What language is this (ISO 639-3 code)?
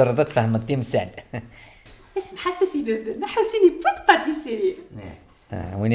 kab